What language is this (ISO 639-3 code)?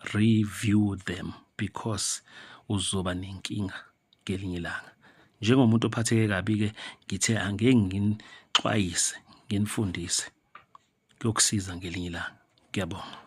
zul